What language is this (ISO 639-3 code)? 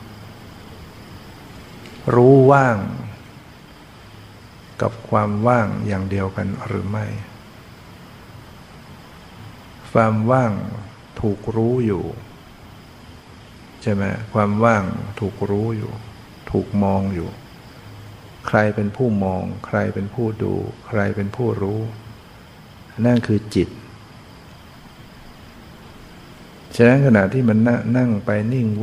tha